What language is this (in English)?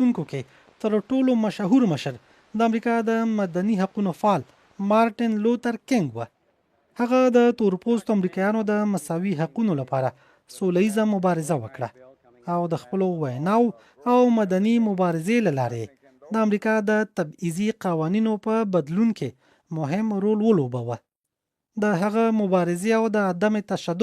Pashto